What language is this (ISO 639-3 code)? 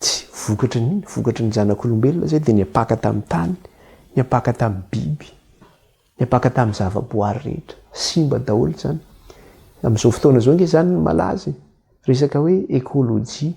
mlg